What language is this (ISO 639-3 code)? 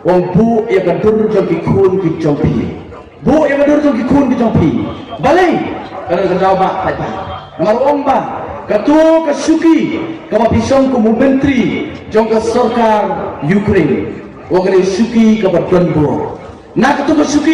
kha